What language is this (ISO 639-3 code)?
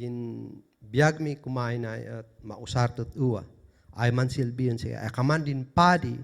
kne